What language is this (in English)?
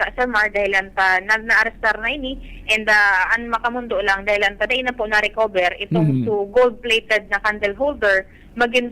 Bikol